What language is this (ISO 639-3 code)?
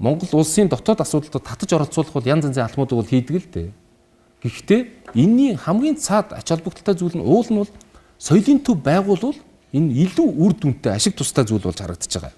mon